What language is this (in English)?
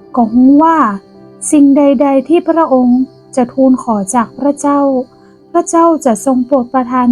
Northern Thai